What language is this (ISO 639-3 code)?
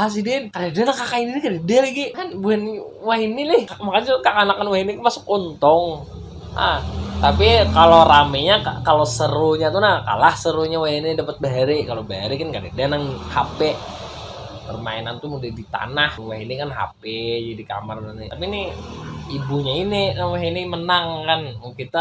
bjn